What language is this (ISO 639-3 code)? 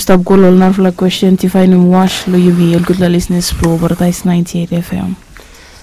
bis